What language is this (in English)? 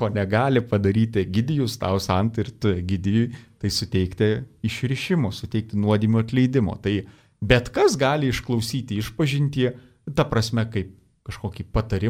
Lithuanian